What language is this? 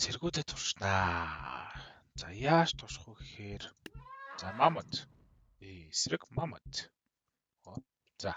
Mongolian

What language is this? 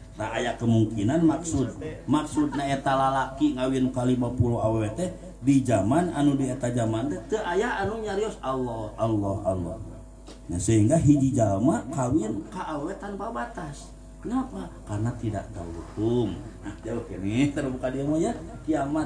Sundanese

